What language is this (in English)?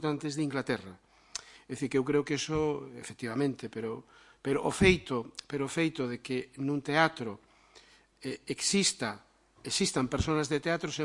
Galician